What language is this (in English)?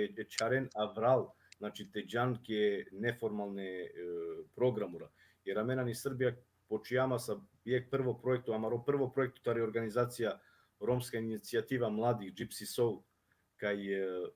Balkan Romani